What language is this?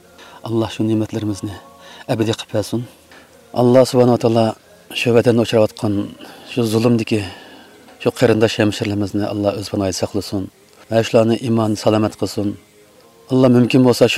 Uyghur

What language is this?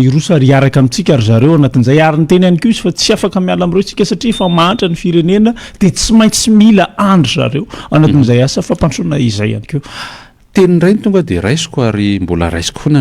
Malagasy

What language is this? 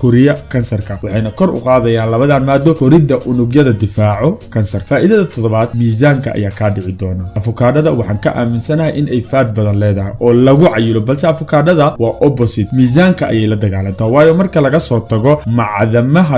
Somali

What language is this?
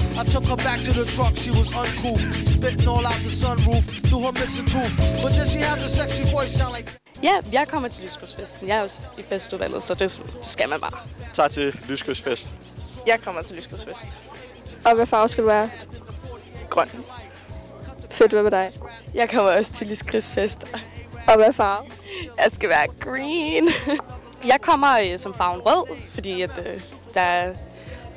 Danish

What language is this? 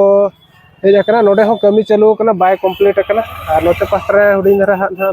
Santali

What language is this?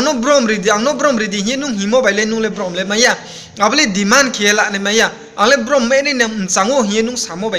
Riang (India)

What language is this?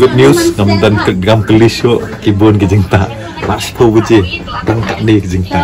Khasi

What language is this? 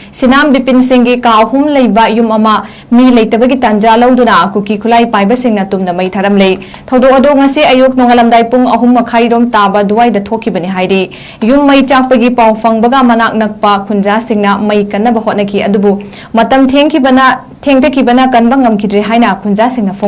Manipuri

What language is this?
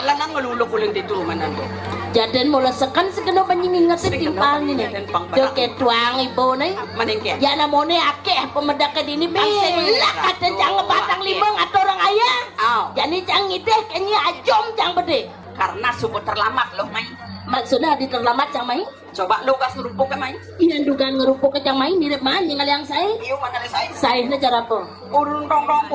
Balinese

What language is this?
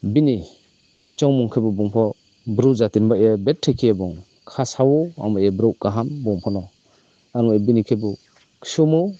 Riang (India)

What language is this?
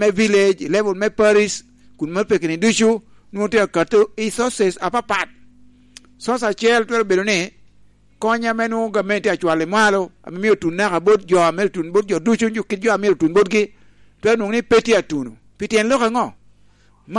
Lango (Uganda)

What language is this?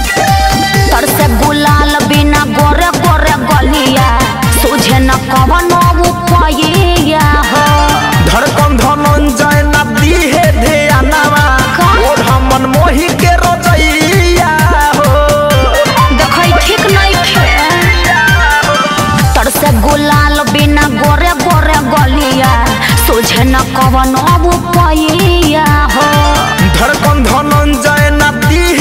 Bhojpuri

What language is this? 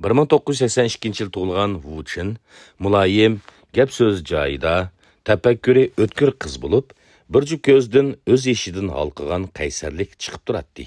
Uyghur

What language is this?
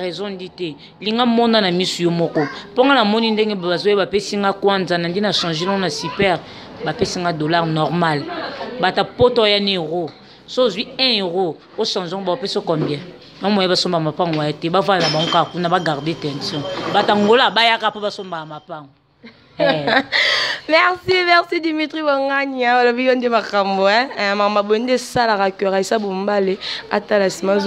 Lingala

